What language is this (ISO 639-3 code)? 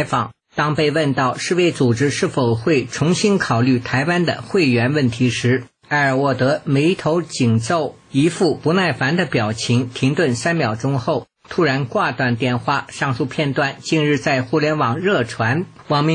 zho